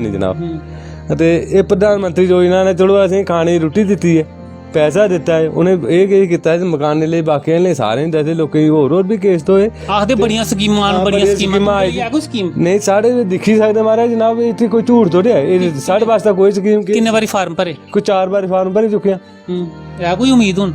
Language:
Dogri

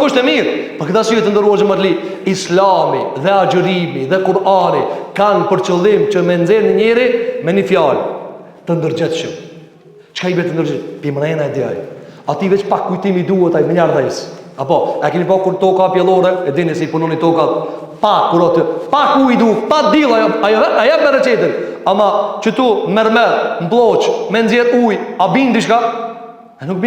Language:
Albanian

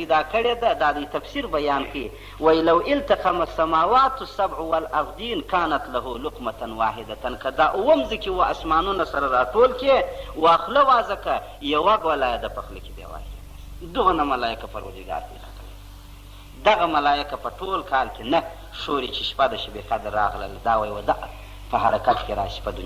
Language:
Pashto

